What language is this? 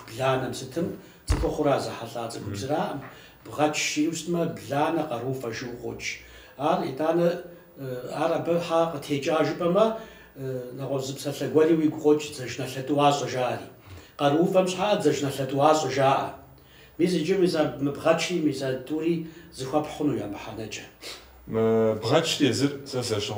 Kabardian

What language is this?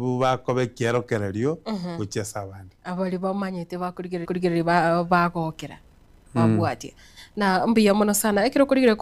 Gusii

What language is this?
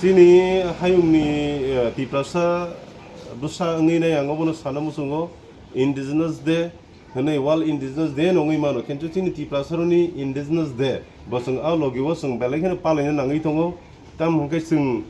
Kok Borok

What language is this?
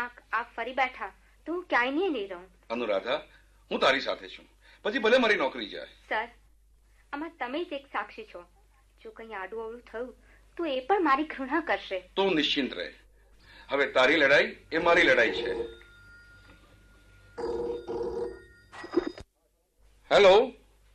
Gujarati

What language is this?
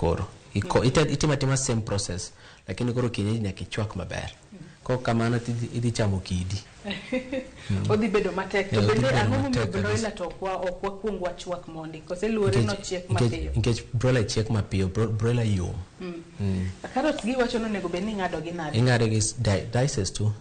Luo (Kenya and Tanzania)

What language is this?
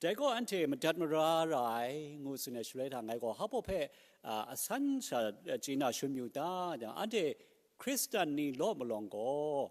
Kachin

